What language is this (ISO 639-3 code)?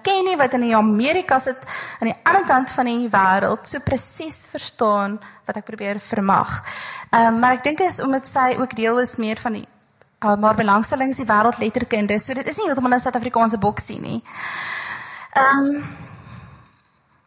afr